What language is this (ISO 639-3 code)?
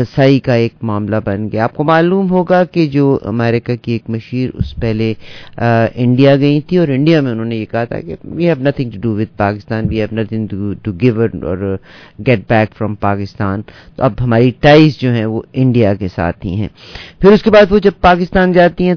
urd